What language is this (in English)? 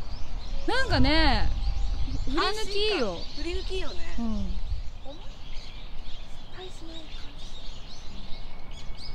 Japanese